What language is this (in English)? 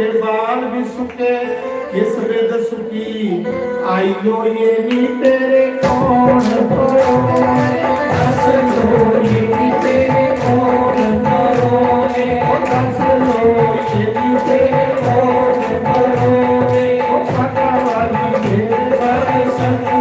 Dogri